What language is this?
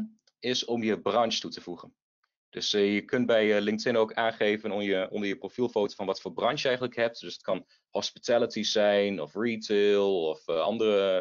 Dutch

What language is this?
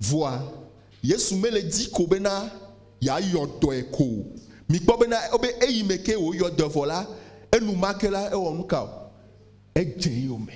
Ewe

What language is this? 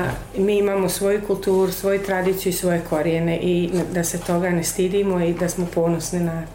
Bosnian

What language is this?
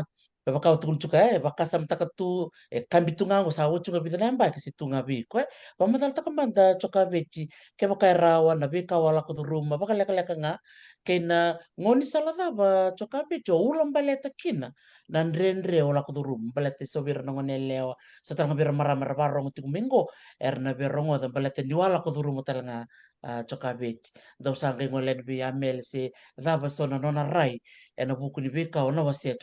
Fijian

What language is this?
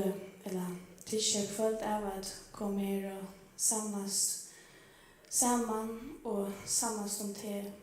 Faroese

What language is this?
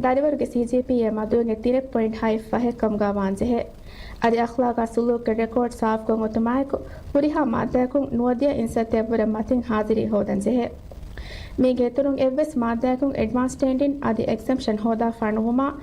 Divehi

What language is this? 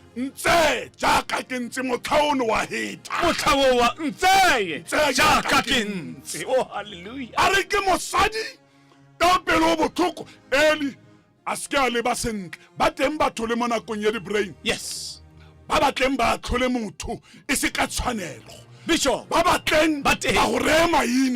Tswana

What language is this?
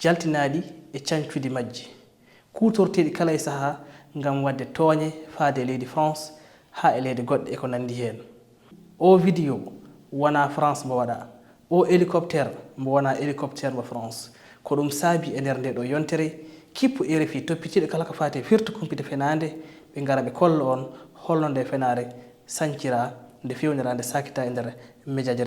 Fula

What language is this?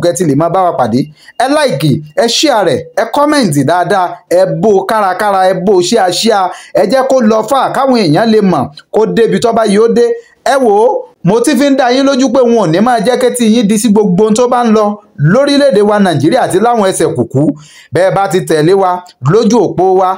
Yoruba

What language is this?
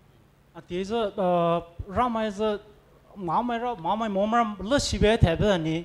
Poumei Naga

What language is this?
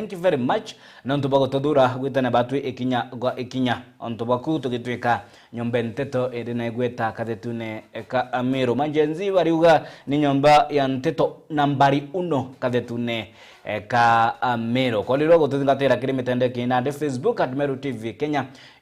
Meru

